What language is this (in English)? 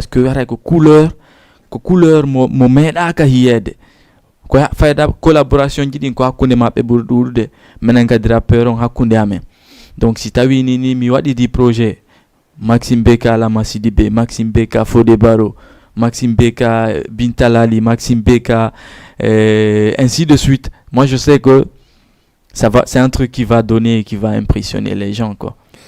Fula